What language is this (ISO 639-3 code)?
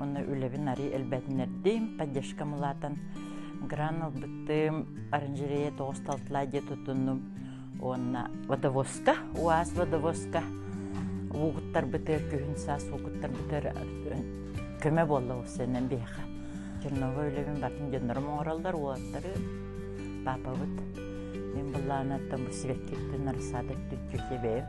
sah